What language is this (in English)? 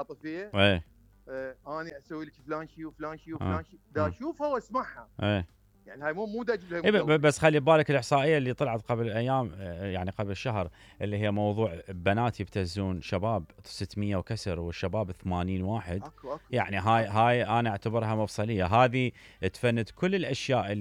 Mesopotamian Arabic